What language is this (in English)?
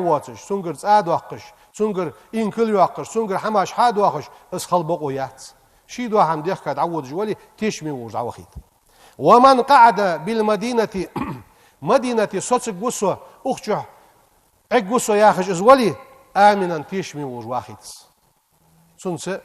Ingush